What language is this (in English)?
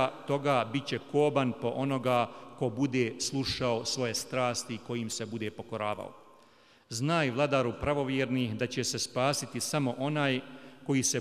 Bosnian